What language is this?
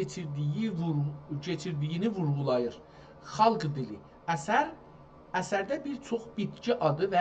South Azerbaijani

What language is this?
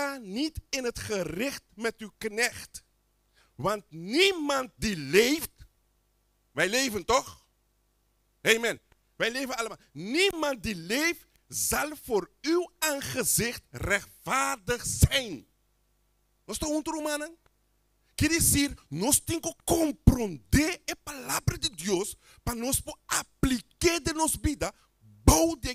Papiamento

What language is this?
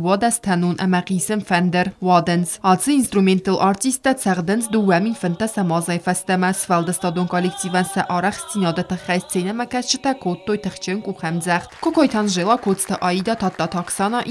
Ossetic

